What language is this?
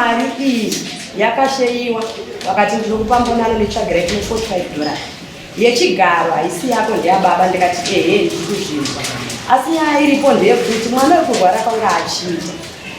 Shona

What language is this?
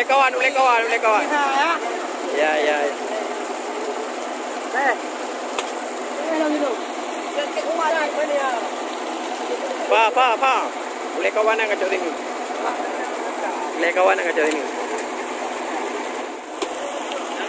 Malay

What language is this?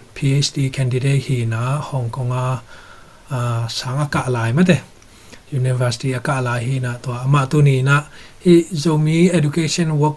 Tedim Chin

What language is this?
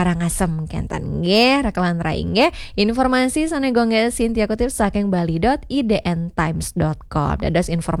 Balinese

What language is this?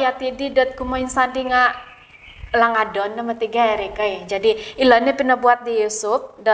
Central Dusun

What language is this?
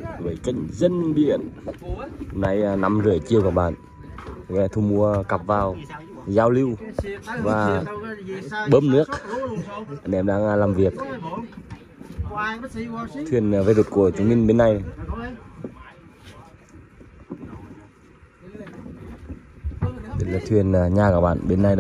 Vietnamese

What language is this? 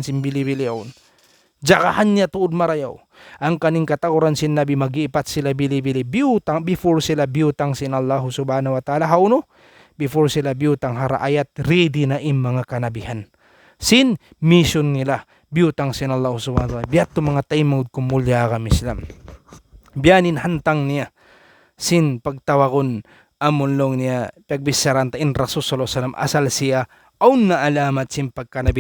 Tausug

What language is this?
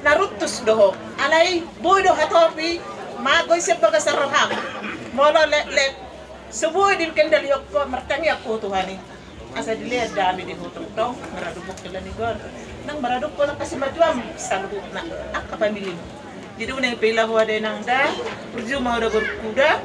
Batak Toba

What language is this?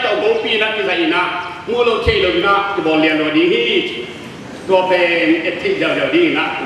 Tedim Chin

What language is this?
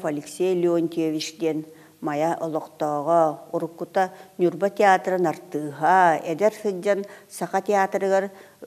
Yakut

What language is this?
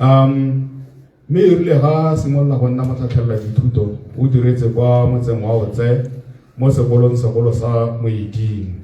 Tswana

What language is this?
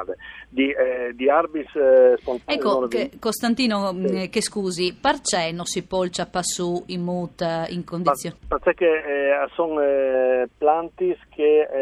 Friulian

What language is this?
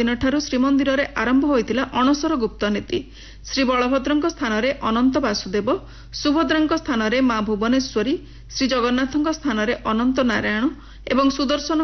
Odia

